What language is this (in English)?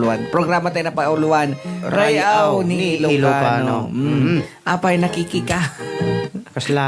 Iloko